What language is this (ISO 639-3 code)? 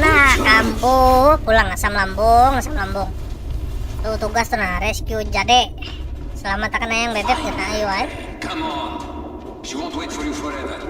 bjn